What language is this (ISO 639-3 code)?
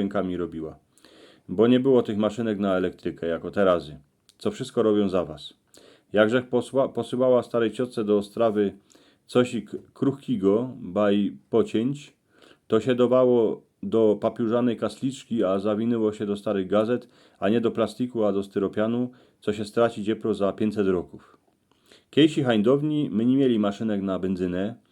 szl